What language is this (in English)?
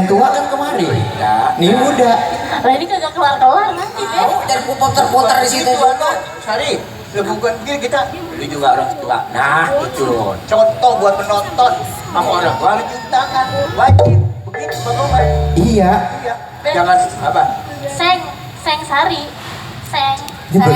Betawi